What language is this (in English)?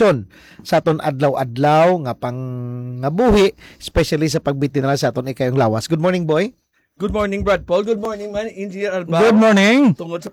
Hiligaynon